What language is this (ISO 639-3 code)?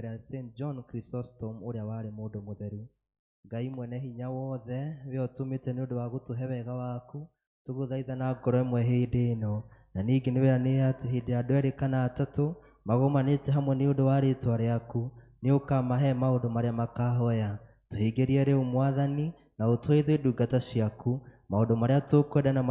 kik